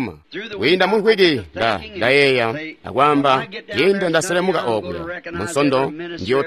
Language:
Tonga (Zambia)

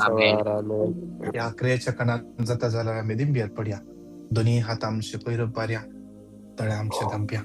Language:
Konkani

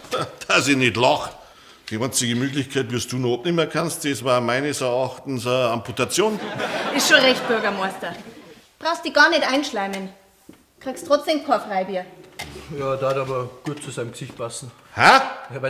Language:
Bavarian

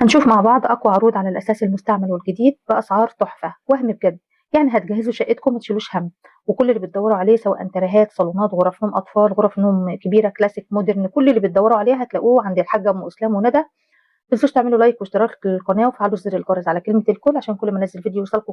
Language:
Egyptian Arabic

